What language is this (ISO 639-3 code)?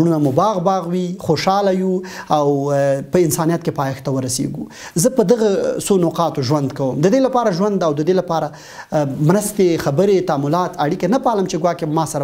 pus